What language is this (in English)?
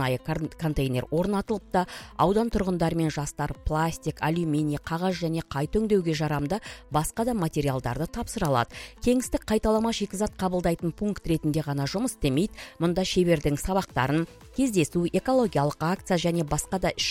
Kazakh